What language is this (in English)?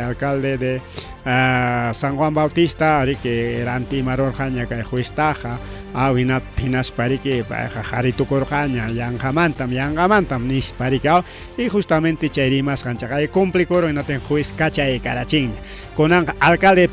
Ayacucho Quechua